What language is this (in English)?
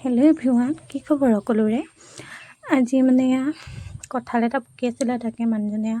Assamese